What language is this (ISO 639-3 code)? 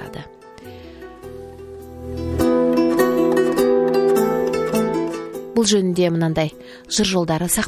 kaz